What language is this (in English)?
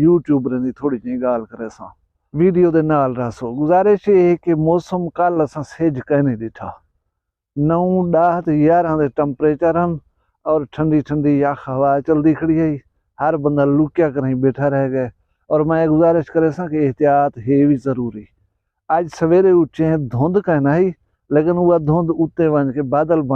Saraiki